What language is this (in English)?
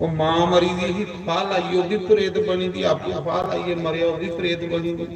Dogri